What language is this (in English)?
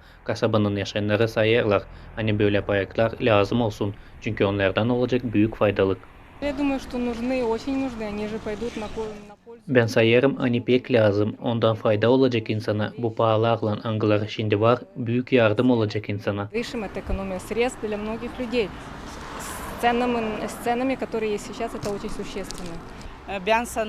Gagauz